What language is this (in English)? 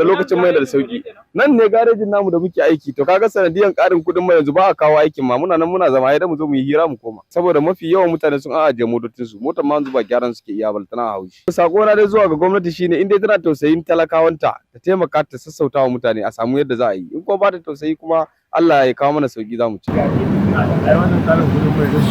Hausa